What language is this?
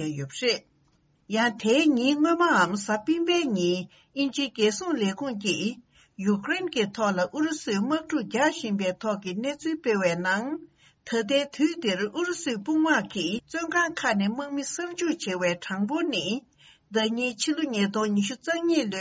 Tibetan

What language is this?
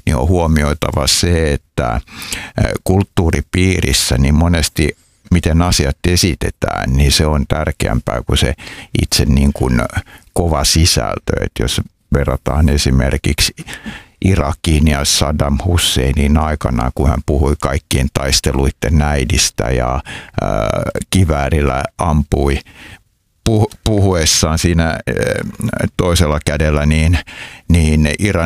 Finnish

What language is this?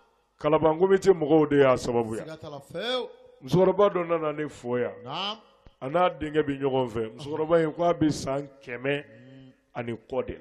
Bambara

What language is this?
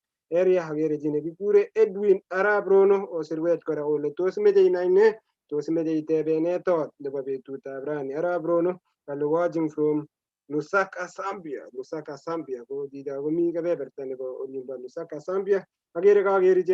Kalenjin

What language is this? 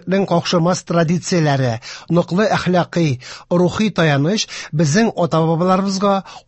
Tatar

